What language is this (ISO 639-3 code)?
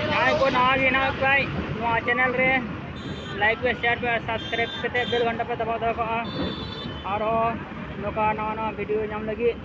sat